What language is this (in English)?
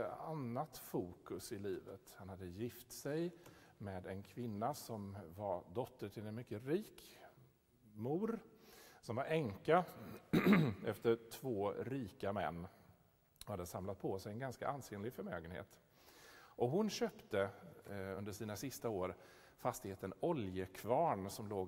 Swedish